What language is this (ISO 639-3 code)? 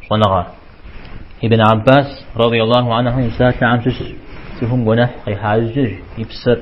kbd